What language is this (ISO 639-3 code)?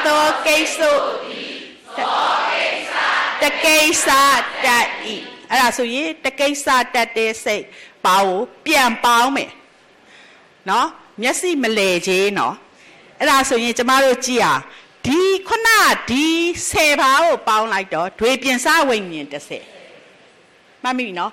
mya